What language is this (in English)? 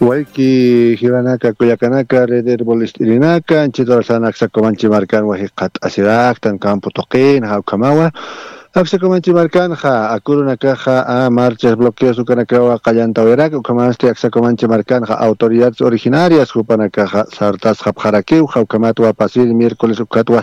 Aymara